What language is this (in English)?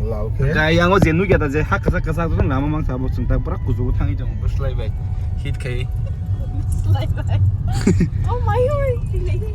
Kok Borok